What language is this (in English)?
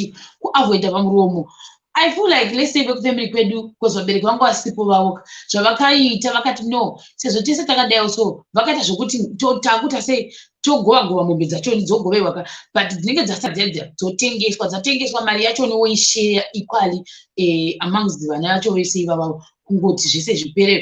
Shona